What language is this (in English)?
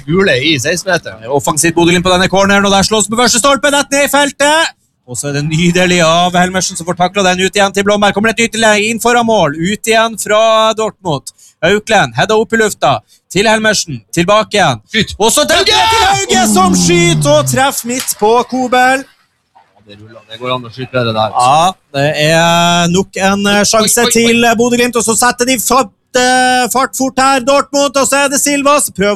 Norwegian